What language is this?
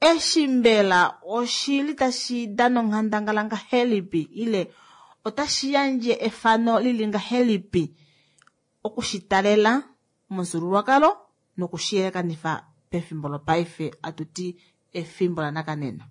Kuanyama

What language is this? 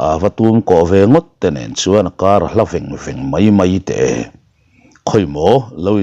Mizo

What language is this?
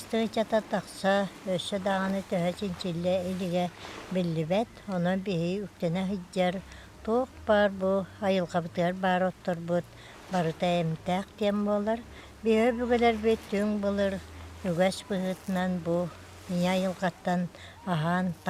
Yakut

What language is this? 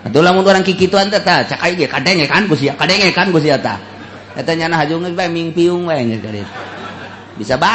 Sundanese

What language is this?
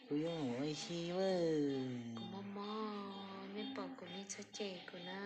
Hmong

